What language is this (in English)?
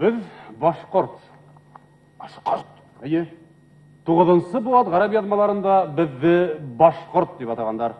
Bashkir